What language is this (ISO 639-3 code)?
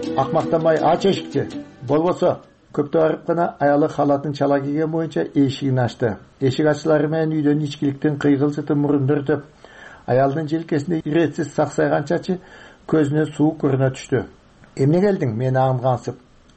kir